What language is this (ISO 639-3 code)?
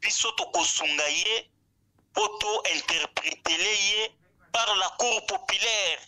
lin